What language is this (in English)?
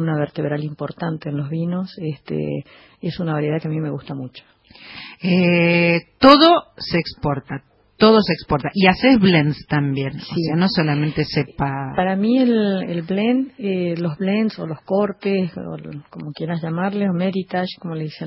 Spanish